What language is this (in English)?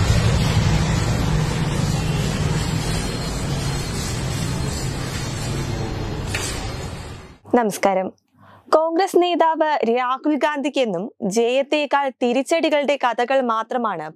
Malayalam